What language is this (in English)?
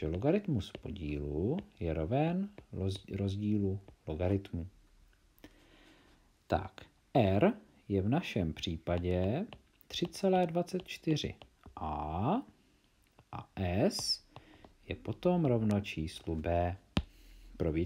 Czech